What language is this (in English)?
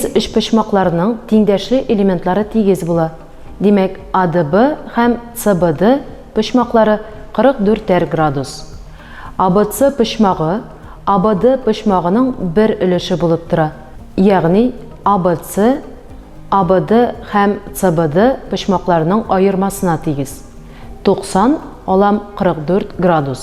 Tatar